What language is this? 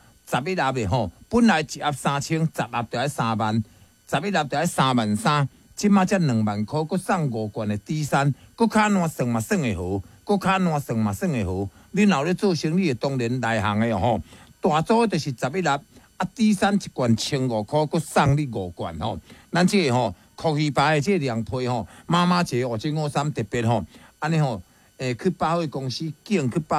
Min Nan Chinese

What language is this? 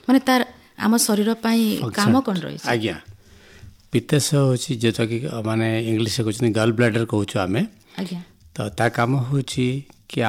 Odia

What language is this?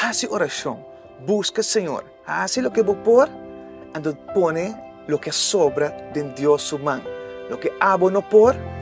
Papiamento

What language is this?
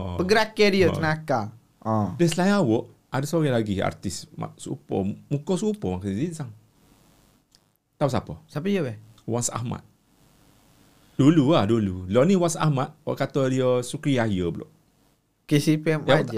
Malay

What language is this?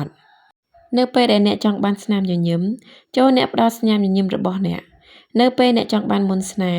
Khmer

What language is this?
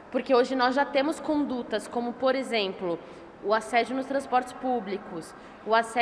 Portuguese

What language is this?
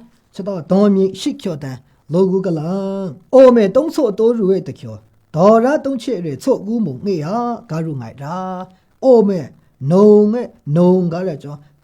Maru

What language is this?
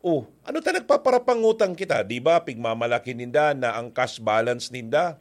Bikol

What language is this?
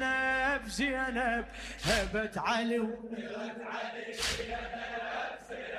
Mesopotamian Arabic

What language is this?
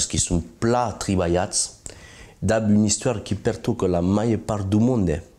Occitan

